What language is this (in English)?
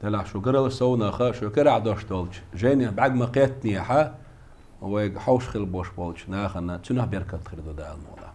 Chechen